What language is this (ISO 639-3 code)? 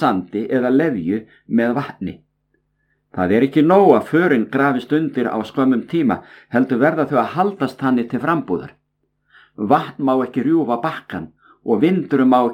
isl